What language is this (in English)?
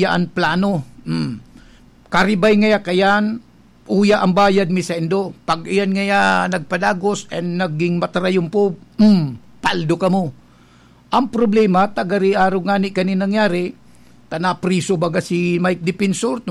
Bikol